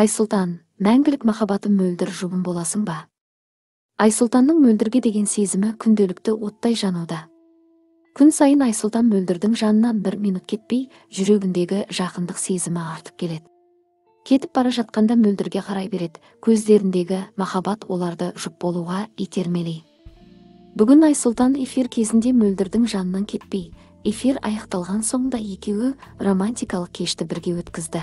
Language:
Kazakh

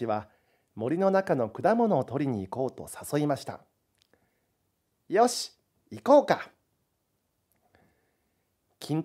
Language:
Japanese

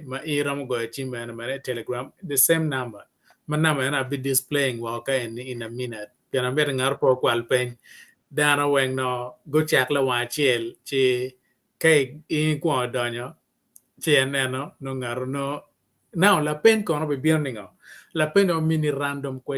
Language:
Acoli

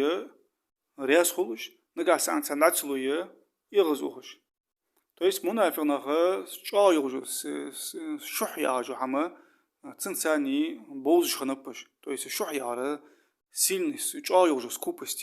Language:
Ingush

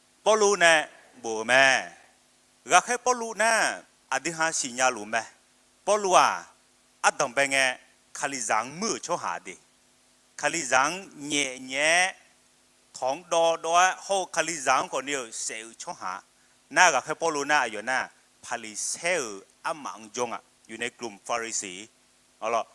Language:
Akha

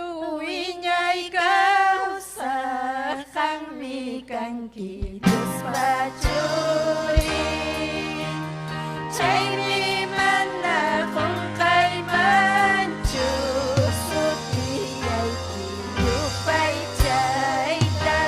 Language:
Ayacucho Quechua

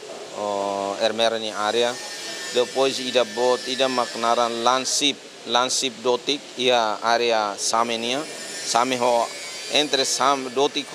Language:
Tetum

